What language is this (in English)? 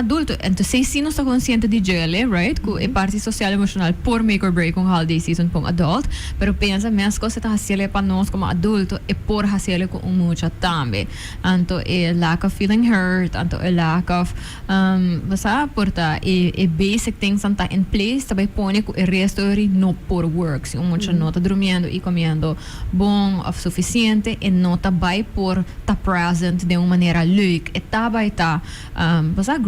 Papiamento